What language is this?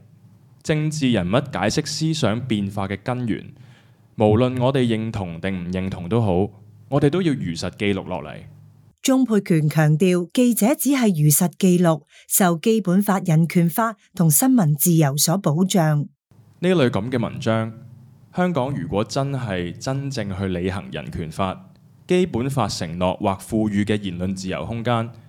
Cantonese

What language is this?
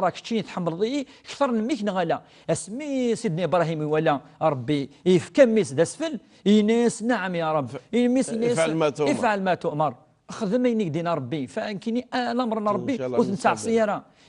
Kabyle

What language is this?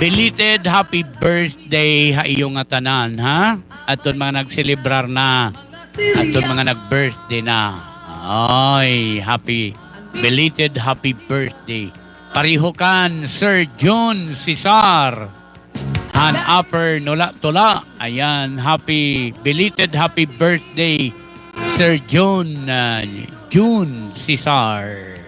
Waray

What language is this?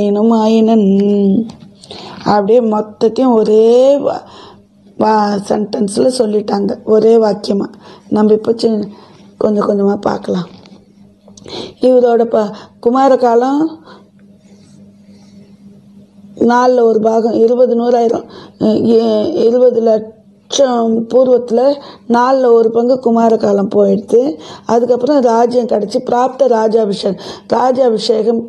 Tamil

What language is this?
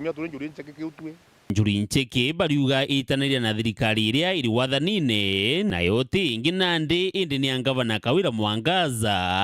Meru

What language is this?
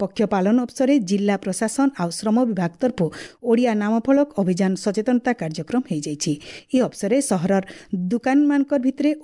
Odia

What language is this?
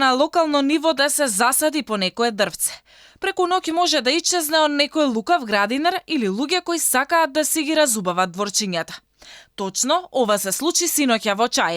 Macedonian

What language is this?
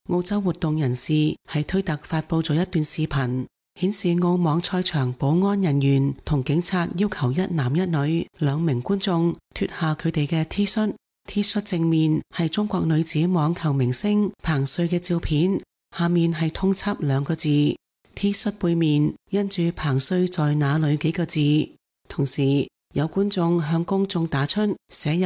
Cantonese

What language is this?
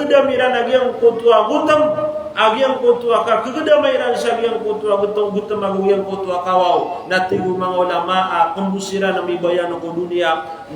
Maranao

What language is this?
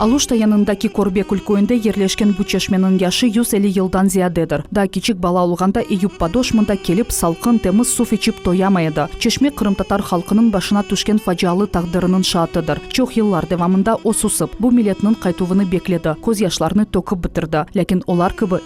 Crimean Tatar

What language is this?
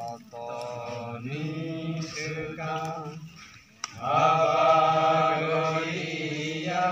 Kok Borok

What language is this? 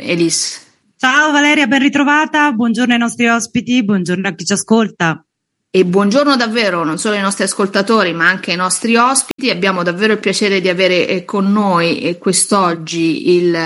Italian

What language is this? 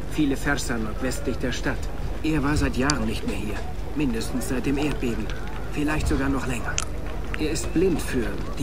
German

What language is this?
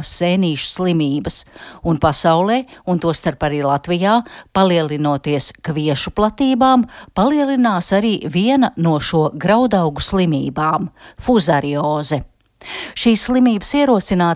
Latvian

